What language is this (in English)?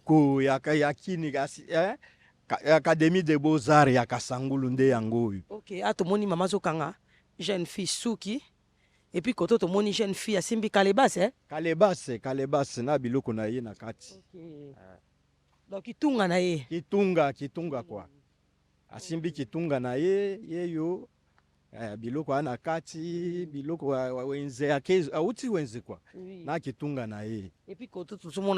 Lingala